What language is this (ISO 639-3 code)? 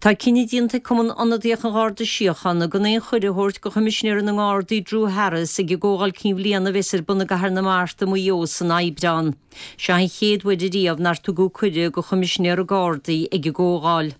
gle